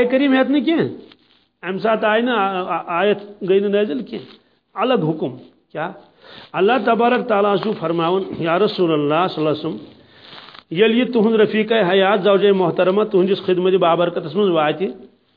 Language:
Kashmiri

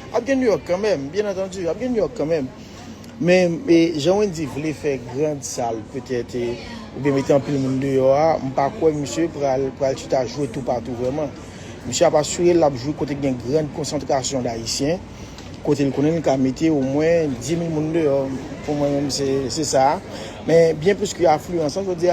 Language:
Haitian Creole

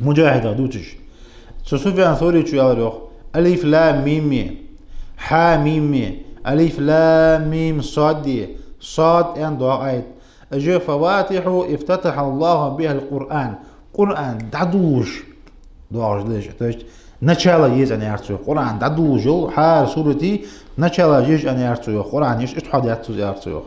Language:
Ingush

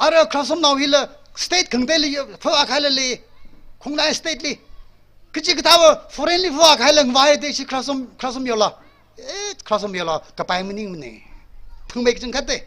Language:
Tangkhul Naga (India)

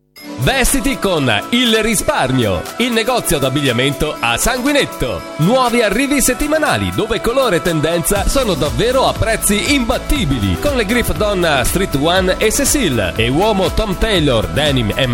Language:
Italian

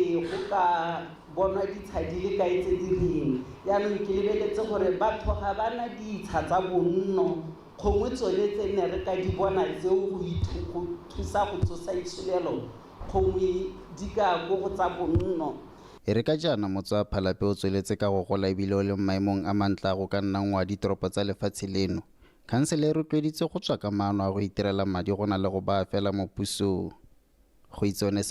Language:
Tswana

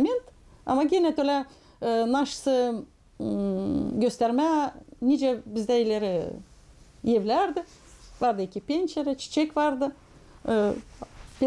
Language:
Gagauz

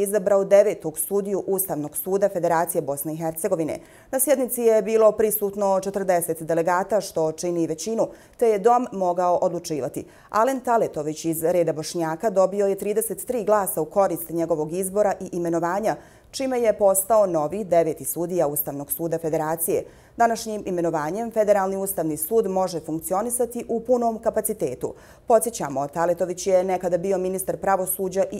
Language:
Bosnian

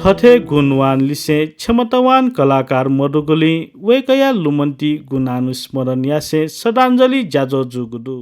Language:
Newari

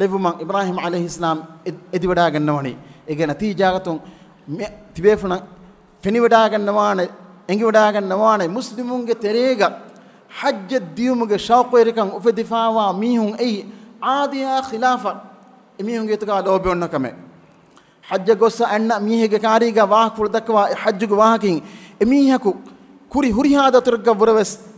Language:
Divehi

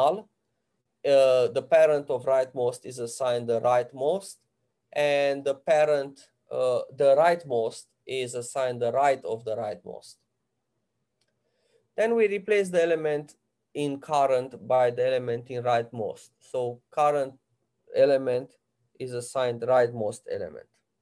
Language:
English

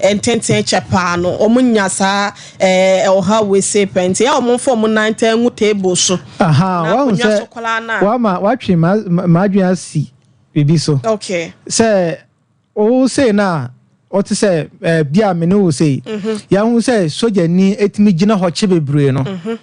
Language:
Akan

